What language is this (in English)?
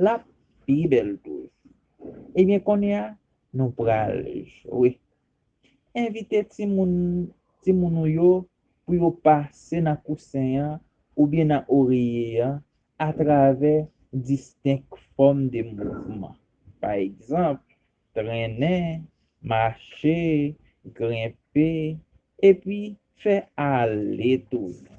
Haitian Creole